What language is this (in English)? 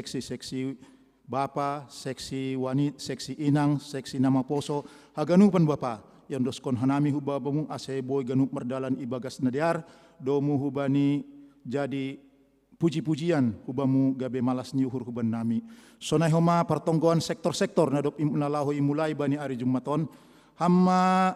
Batak Simalungun